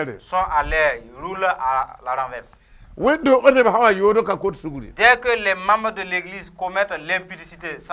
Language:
Mossi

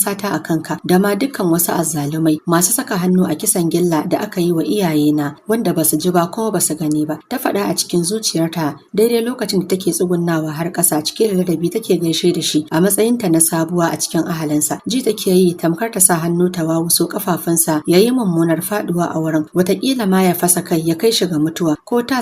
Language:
Hausa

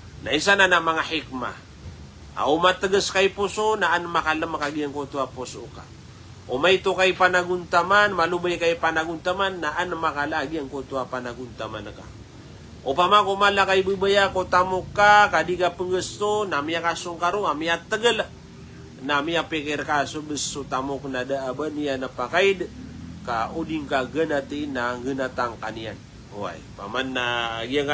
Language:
Maranao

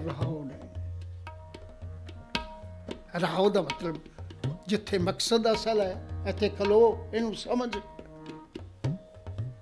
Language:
Punjabi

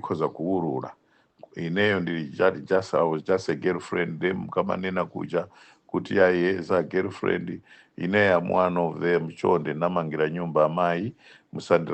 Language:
Nyanja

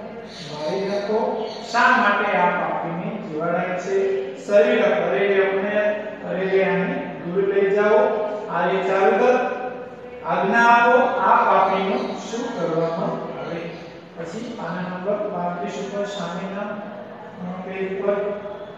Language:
Gujarati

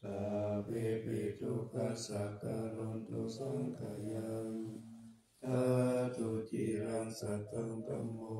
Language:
Pali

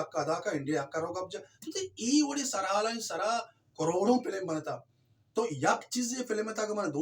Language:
Baluchi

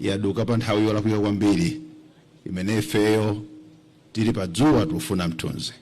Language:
Nyanja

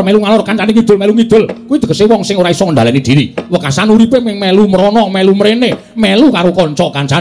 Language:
Javanese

